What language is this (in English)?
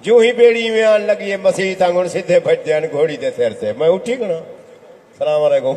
Saraiki